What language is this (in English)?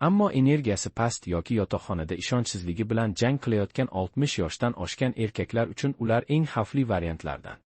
Uzbek